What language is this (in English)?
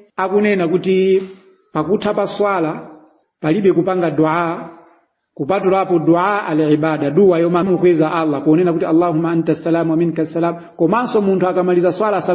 Nyanja